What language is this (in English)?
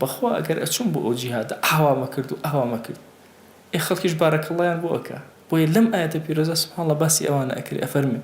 Central Kurdish